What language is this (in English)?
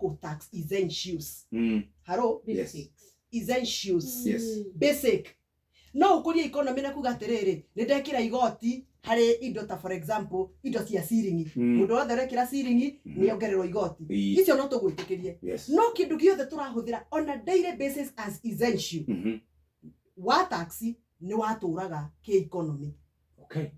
Kikuyu